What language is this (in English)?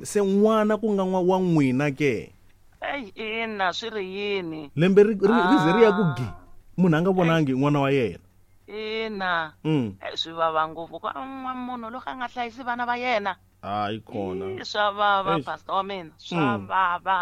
Tsonga